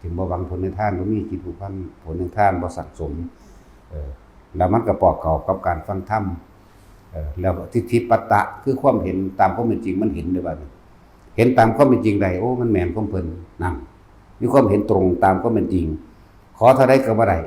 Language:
Northeastern Thai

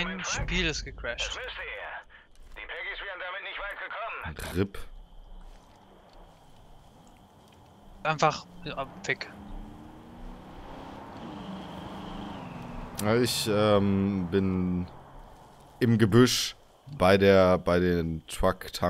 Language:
German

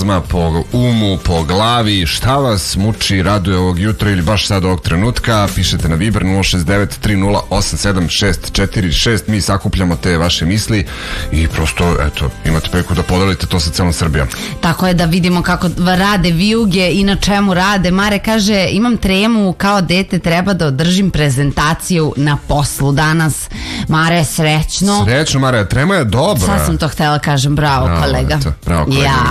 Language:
Serbian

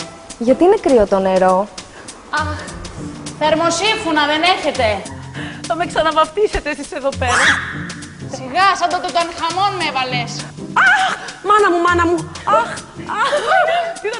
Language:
Greek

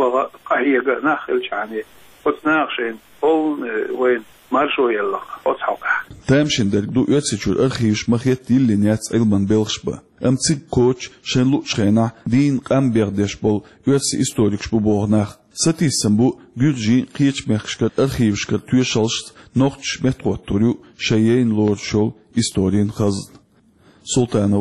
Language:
Chechen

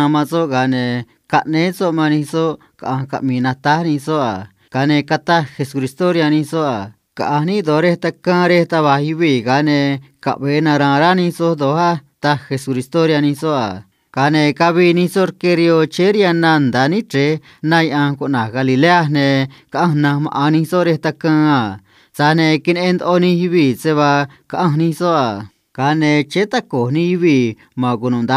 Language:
Copala Triqui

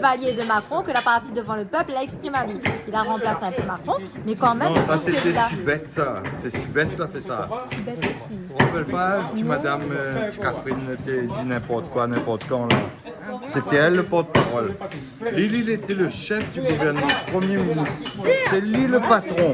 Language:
Réunion Creole French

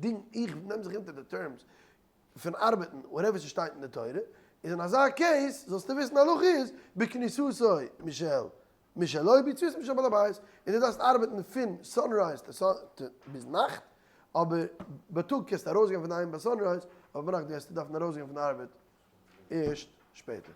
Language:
Yiddish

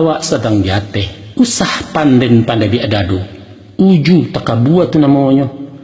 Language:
Minangkabau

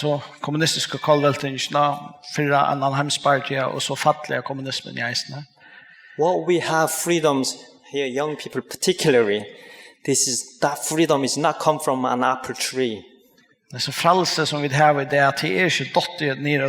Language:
Faroese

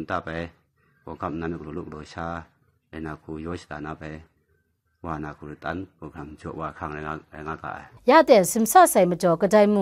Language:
Kachin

